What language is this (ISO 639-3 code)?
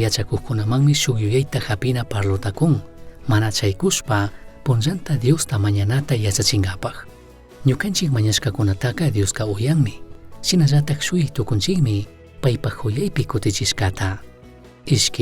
qug